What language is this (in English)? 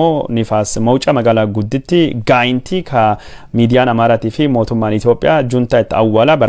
Oromo